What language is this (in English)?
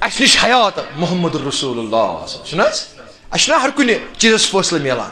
Kashmiri